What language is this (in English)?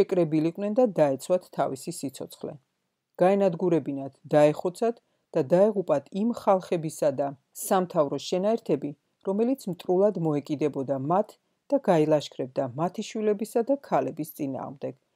Georgian